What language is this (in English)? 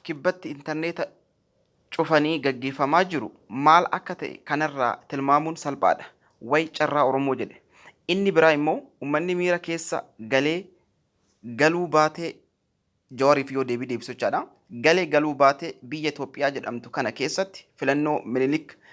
Oromo